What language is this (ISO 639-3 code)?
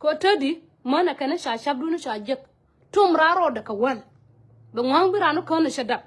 nus